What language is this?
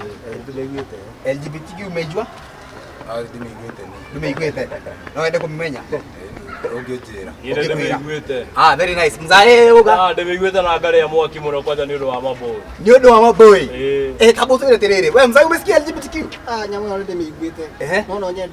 Kikuyu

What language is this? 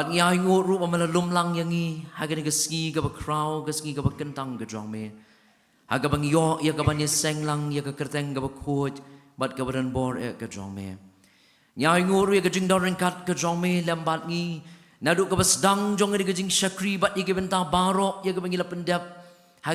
Khasi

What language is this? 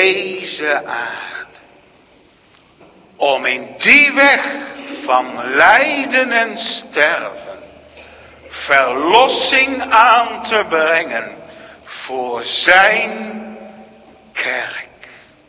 Dutch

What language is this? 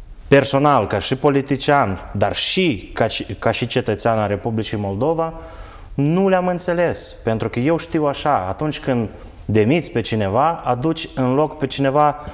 Romanian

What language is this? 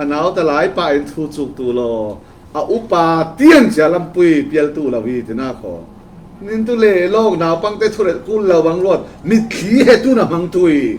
Falam Chin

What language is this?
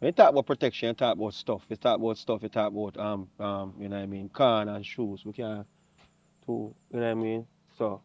Jamaican Creole English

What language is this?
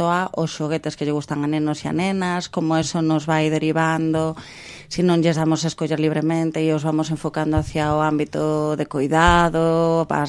Galician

